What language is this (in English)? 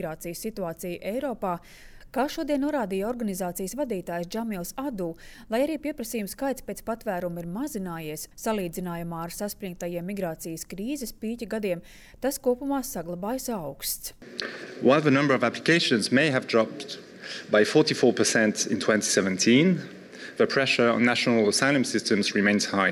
Latvian